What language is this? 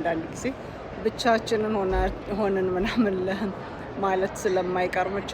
Amharic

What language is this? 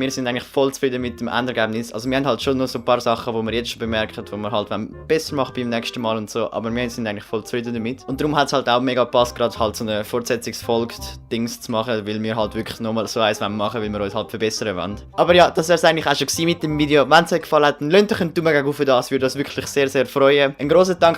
Swiss German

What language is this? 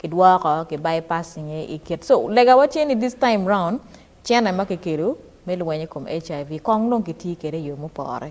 Acoli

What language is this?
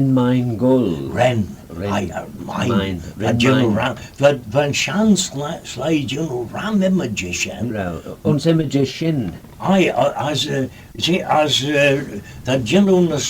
Manx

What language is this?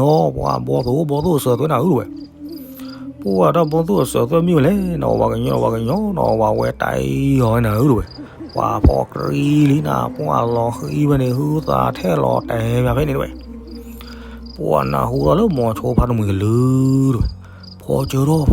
S'gaw Karen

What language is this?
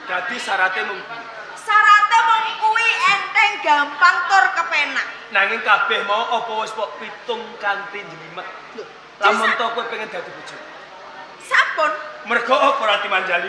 Javanese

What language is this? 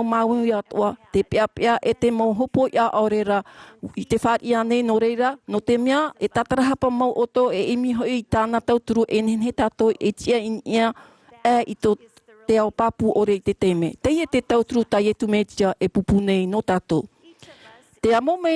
Tahitian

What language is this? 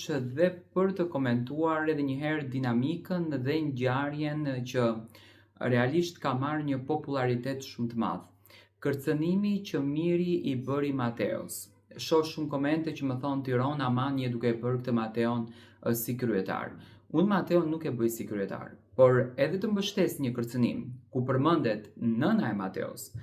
Albanian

